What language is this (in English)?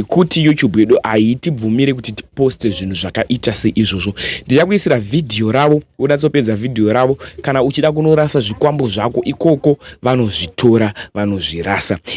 Shona